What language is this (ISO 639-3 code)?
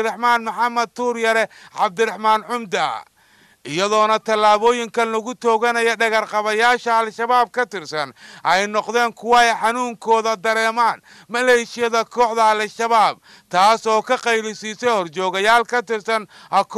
som